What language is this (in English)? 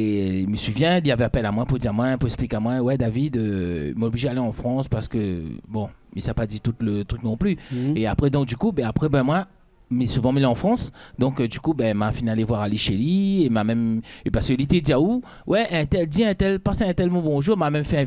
Réunion Creole French